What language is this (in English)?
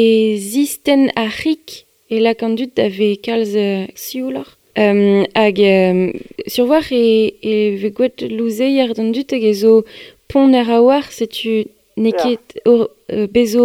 Breton